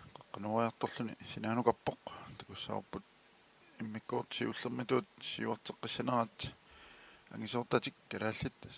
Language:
Kalaallisut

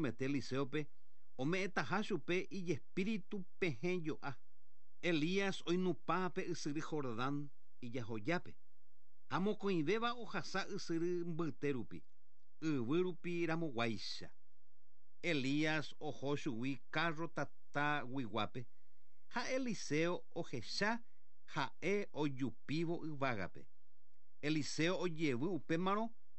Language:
Guarani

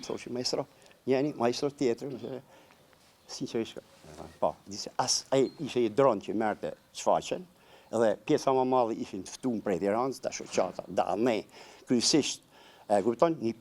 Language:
Albanian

